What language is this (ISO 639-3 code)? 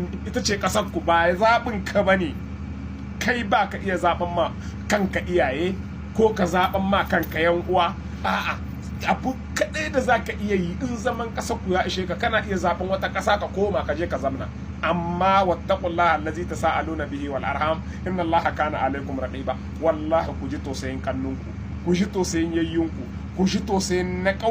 hau